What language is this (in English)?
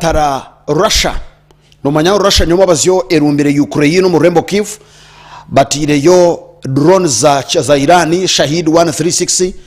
Nyankole